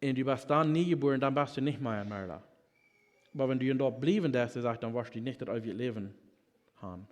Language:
Plautdietsch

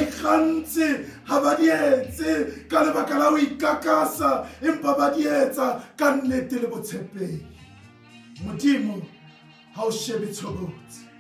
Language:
Southern Sotho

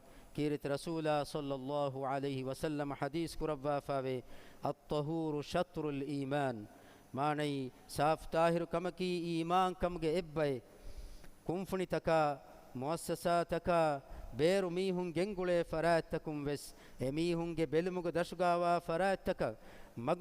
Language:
Divehi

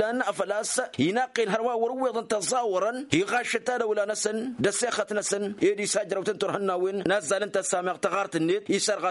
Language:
Tamasheq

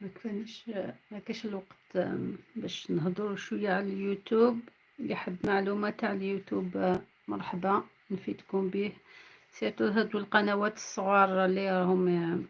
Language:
Algerian Arabic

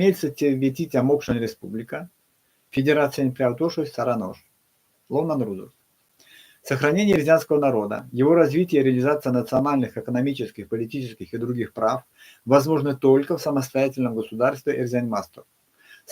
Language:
Erzya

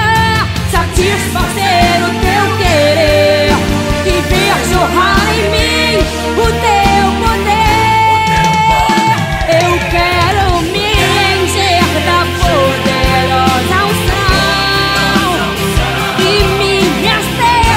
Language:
Portuguese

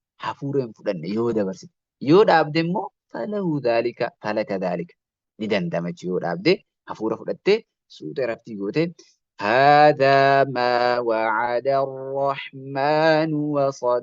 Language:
Oromo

